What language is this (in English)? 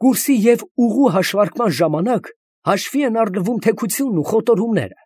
Armenian